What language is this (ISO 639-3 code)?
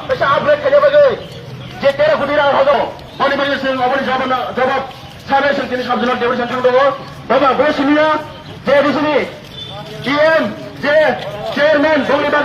trp